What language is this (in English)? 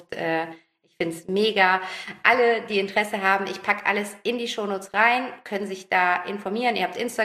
German